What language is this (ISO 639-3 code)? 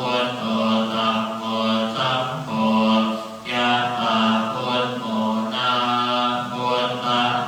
pli